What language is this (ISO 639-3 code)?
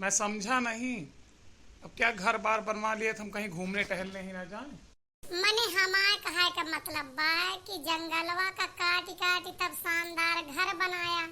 awa